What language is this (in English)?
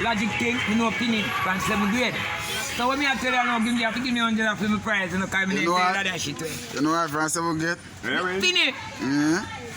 Jamaican Creole English